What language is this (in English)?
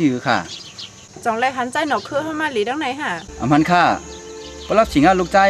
Shan